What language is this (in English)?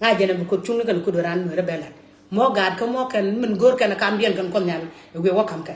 Nuer